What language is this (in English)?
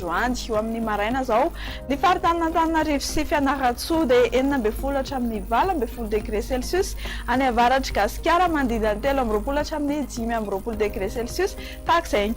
Malagasy